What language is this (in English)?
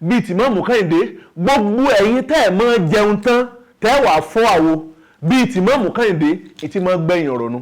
Yoruba